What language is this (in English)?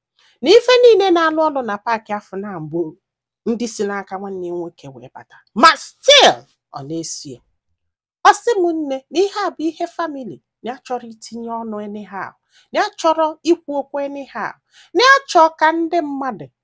Igbo